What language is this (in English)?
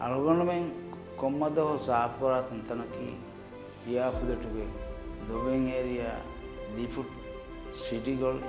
Divehi